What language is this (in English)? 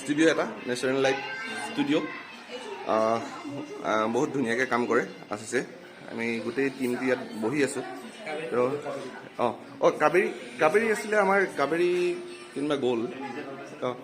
Assamese